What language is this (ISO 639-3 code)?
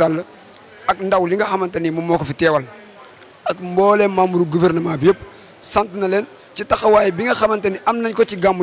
wol